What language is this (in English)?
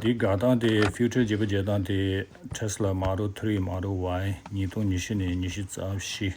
Tibetan